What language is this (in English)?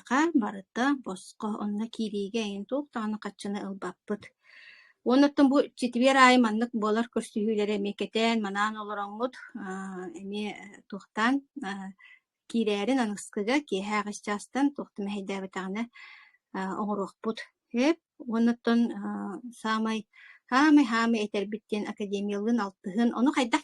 Yakut